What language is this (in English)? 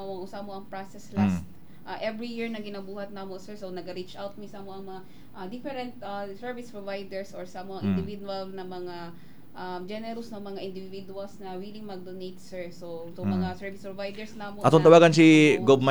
Cebuano